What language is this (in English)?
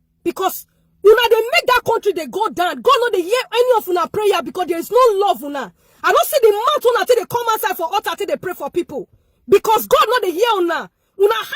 Nigerian Pidgin